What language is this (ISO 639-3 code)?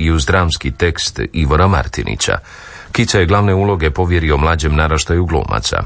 hrv